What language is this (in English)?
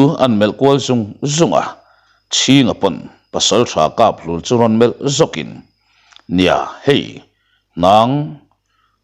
Mizo